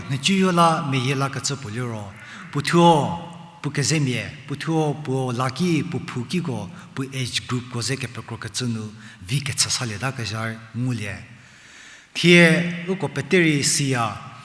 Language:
Angami Naga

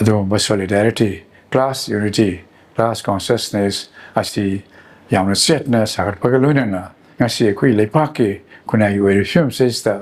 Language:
Manipuri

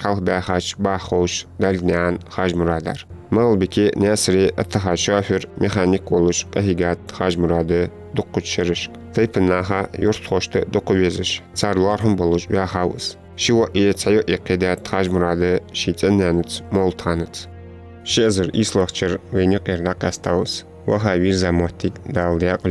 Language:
Ingush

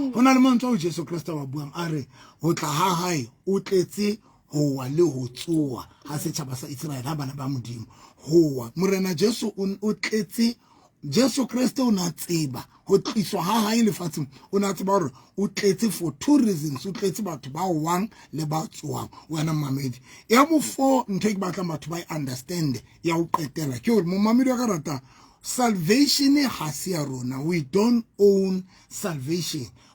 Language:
Southern Sotho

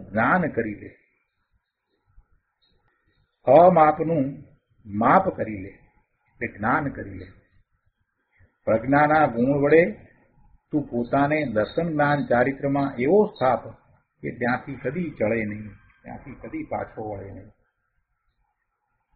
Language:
Gujarati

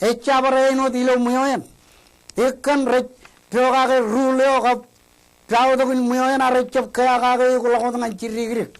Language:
Marshallese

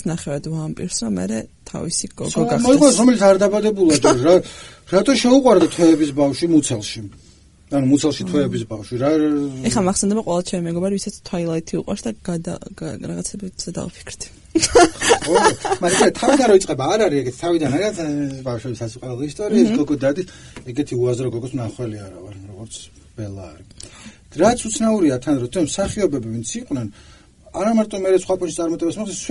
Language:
Georgian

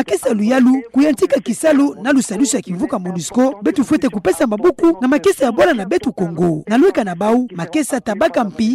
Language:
Kituba (Democratic Republic of Congo)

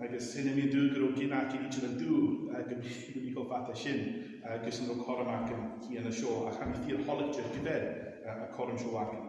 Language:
Scottish Gaelic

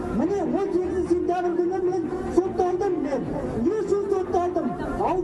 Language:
Kazakh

